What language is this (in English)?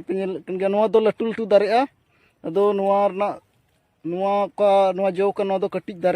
Santali